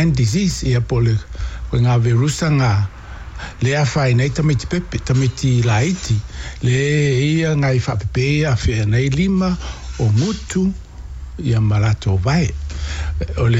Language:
Samoan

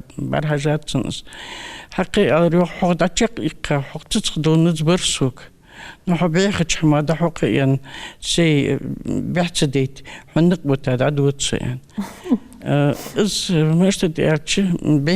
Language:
Ingush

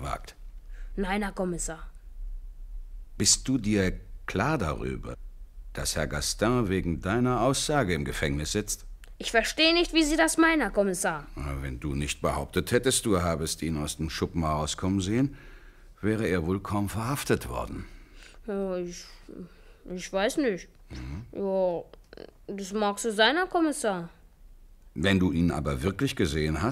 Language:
German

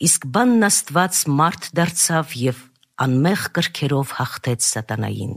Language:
Armenian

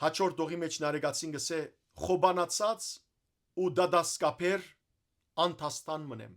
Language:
Western Armenian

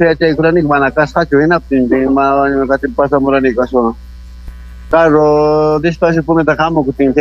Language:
Ayacucho Quechua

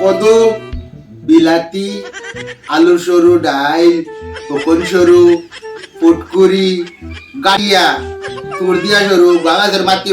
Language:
Sylheti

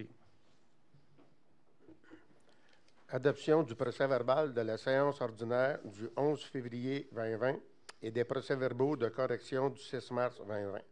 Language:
French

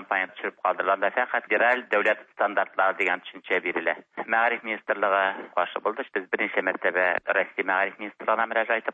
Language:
Tatar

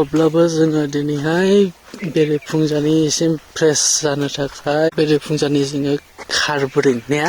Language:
Bodo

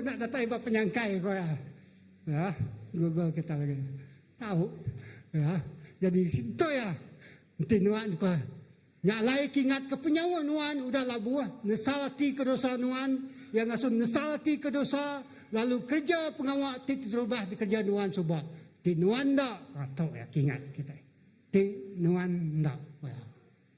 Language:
Iban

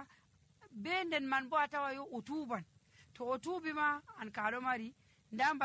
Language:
Nigerian Fulfulde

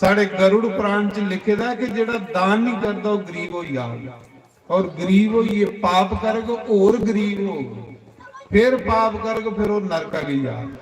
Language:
Dogri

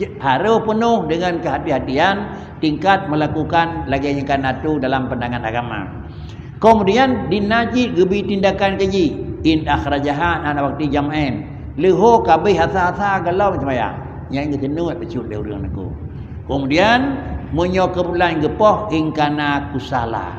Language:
Achinese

